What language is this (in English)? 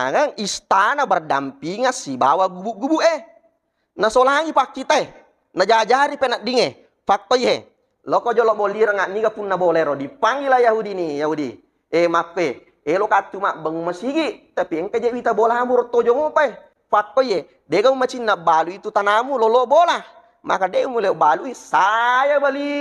Buginese